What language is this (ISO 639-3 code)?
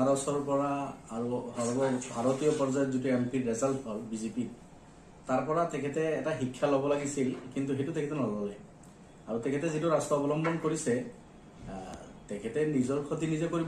asm